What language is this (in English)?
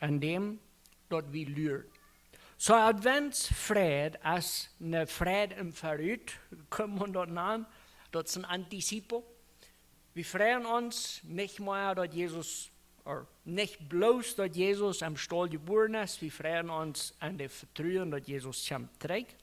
Plautdietsch